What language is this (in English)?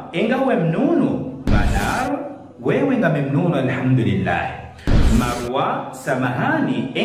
Ngazidja Comorian